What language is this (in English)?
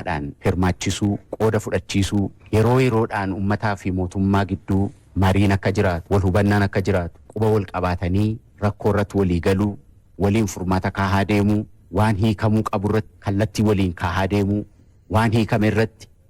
Oromo